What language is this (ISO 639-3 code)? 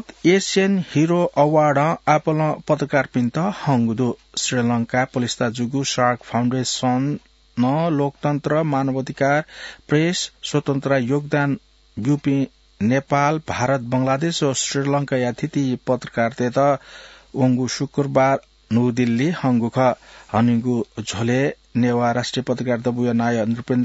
new